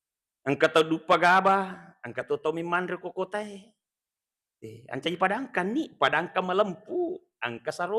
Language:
Buginese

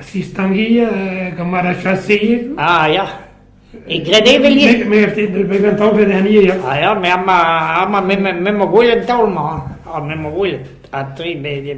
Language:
Breton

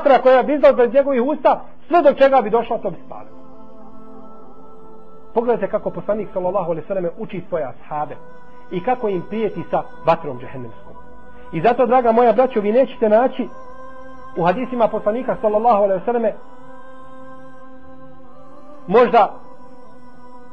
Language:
Bosnian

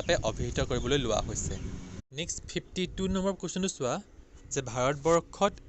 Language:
Assamese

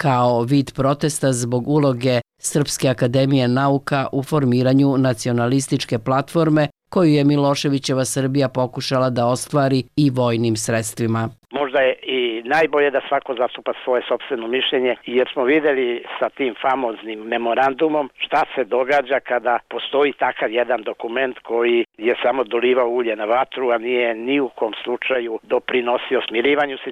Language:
Bosnian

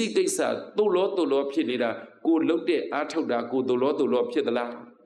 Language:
Burmese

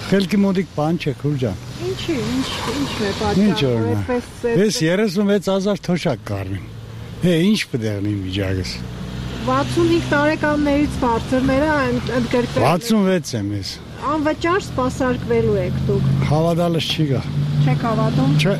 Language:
Armenian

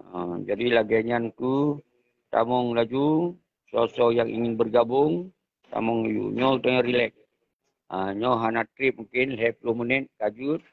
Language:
Achinese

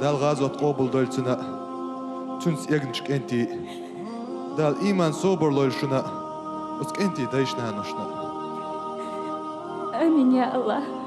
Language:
Chechen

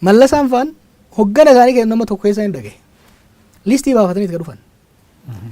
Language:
Oromo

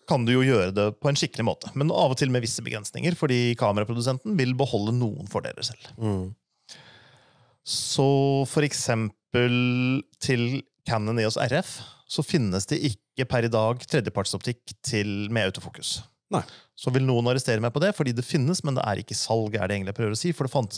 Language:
Norwegian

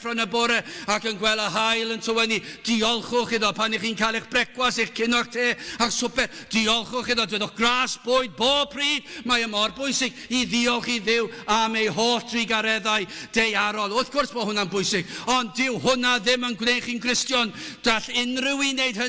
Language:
Welsh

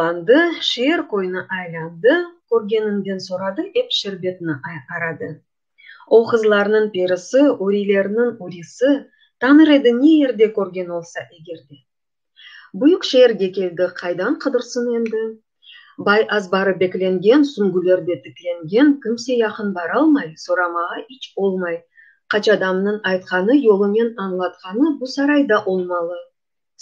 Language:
Crimean Tatar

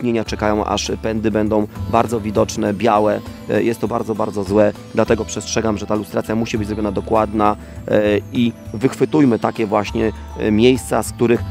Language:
Polish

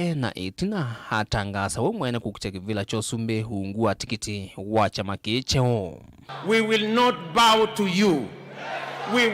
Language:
Kamba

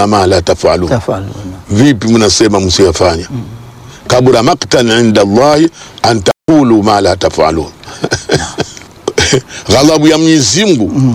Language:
Swahili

